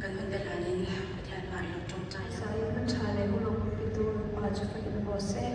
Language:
Mizo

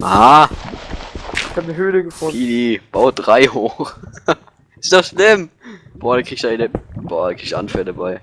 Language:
Bavarian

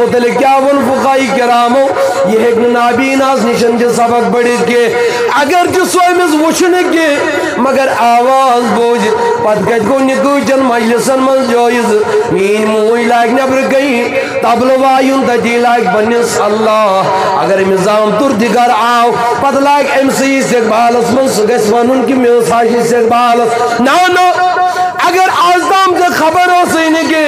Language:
Kashmiri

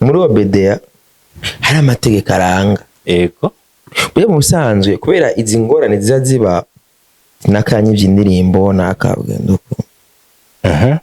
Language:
Rundi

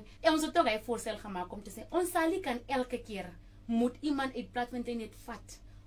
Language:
Afrikaans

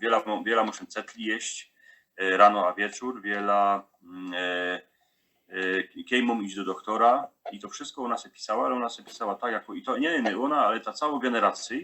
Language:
Silesian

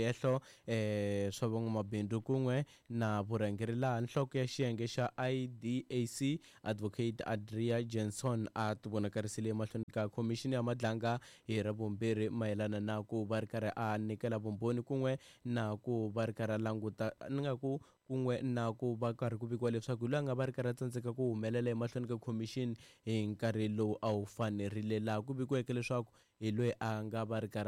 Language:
Tsonga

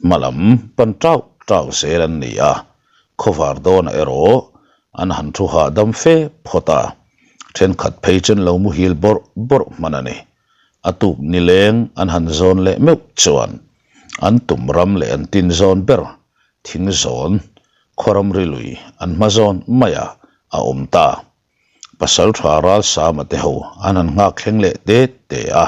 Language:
Mizo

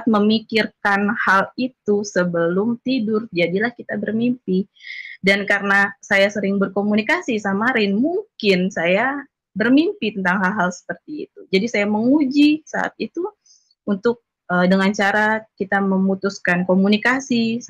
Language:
Indonesian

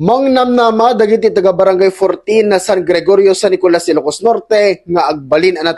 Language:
Iloko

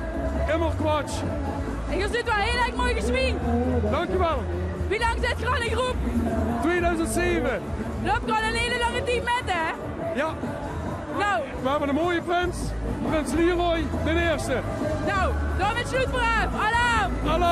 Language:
Limburgish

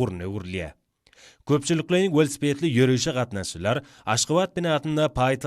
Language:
Turkmen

